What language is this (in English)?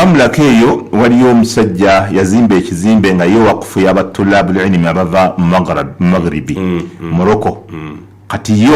Ganda